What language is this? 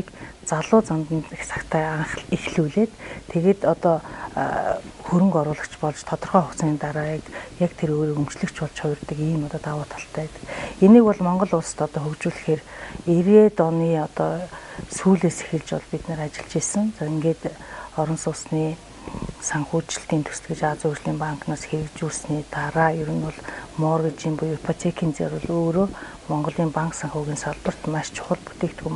Mongolian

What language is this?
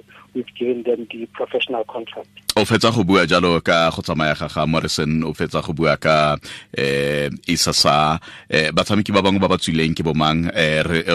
Tswana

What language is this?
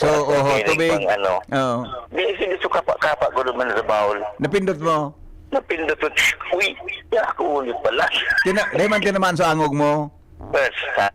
Bikol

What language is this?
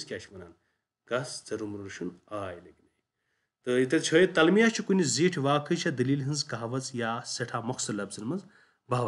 Kashmiri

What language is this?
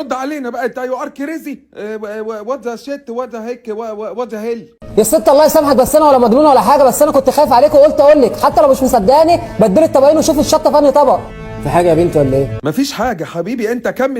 Egyptian Arabic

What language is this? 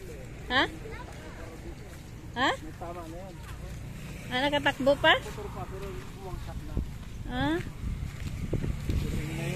Filipino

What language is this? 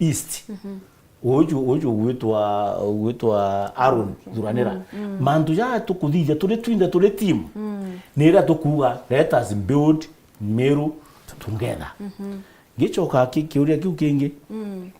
Meru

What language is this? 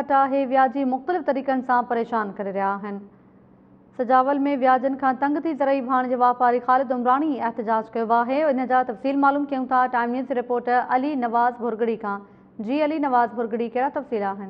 Sindhi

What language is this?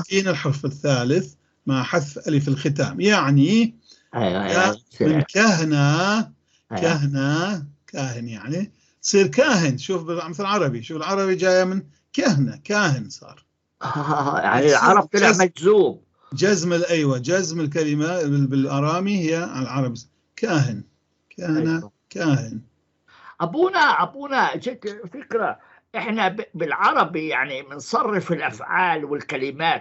North Levantine Arabic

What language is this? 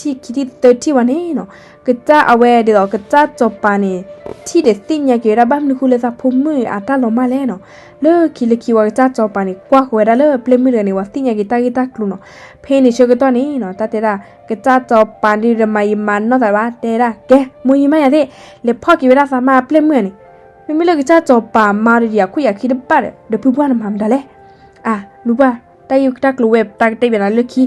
S'gaw Karen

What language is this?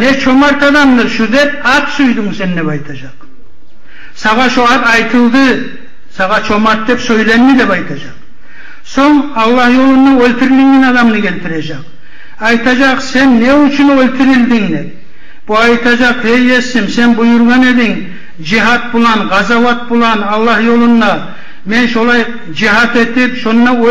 Kumyk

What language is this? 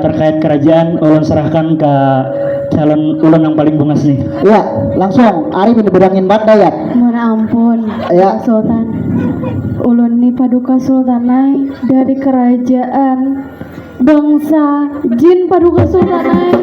Banjar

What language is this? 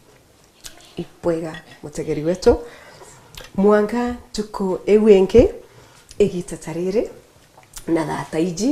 Meru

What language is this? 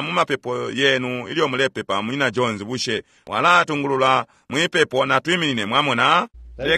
Bemba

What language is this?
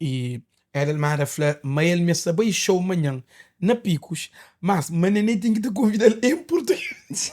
Kabuverdianu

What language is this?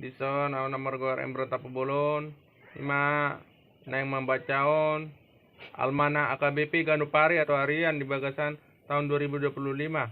Batak Toba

